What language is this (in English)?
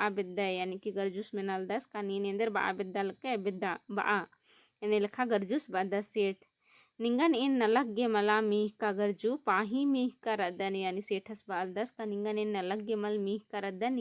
Kurukh